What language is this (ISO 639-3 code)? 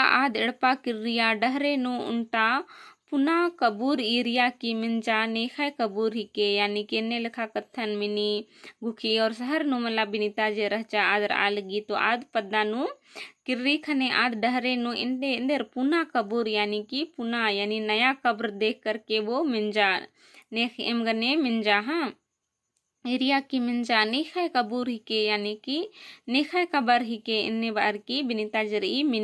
kru